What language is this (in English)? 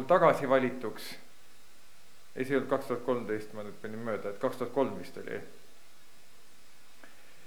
Estonian